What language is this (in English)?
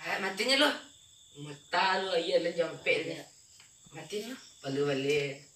Minangkabau